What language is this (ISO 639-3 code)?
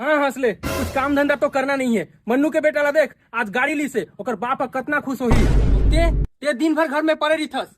hne